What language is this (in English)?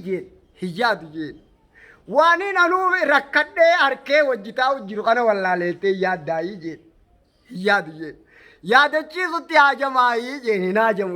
Oromo